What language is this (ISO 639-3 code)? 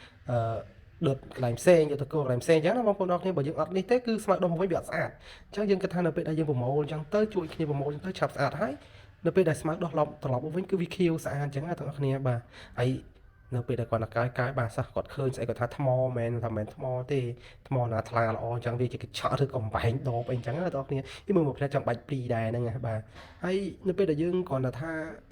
khm